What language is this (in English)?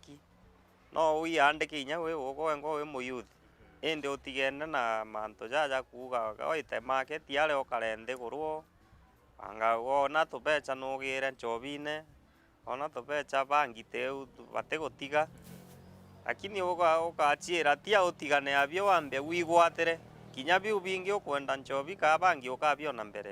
Meru